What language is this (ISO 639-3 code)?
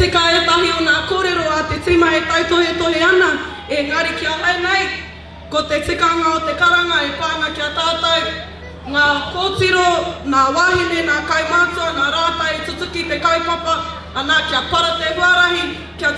mri